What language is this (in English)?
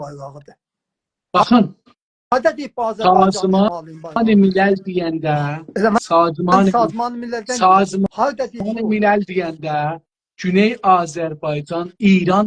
South Azerbaijani